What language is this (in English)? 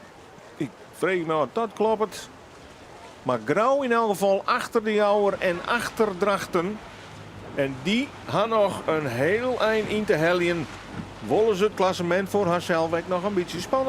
Western Frisian